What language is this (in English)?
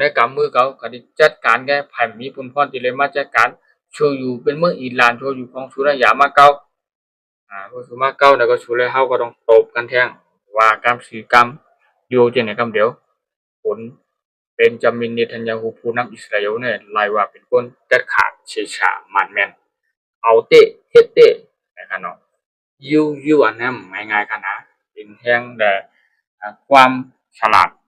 Shan